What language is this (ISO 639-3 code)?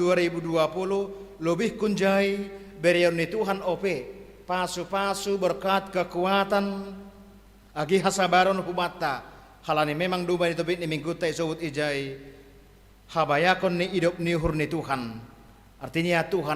bts